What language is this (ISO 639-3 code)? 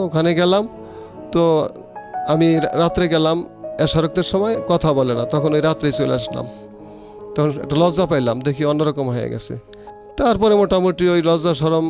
ben